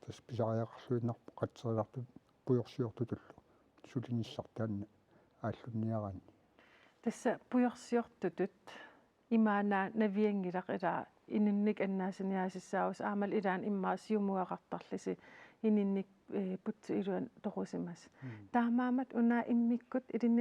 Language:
Kalaallisut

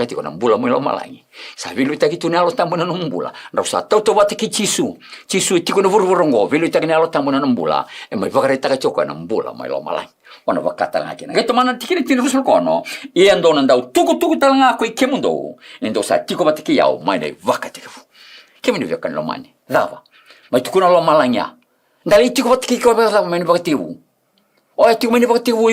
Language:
Fijian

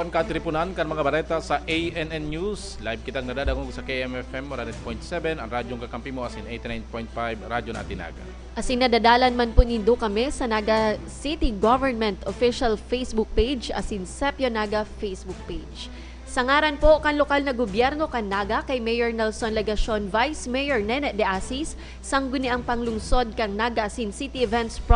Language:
Bikol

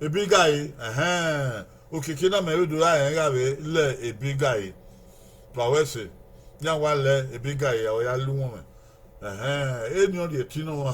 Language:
Bini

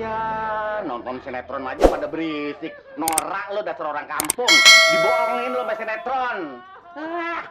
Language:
Betawi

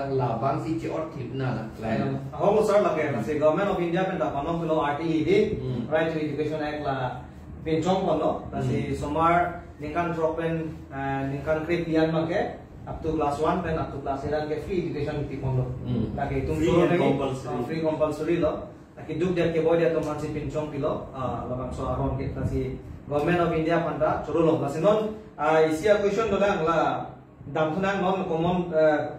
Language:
Karbi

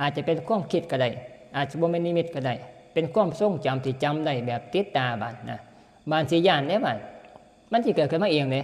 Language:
Northeastern Thai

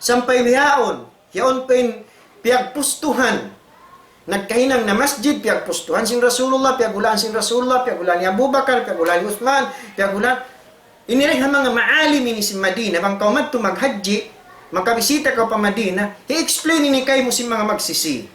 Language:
Tausug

